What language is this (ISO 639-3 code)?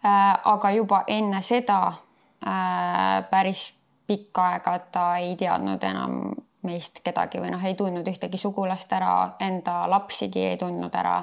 est